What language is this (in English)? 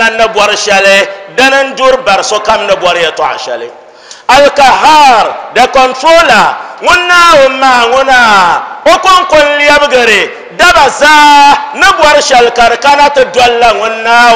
Dagbani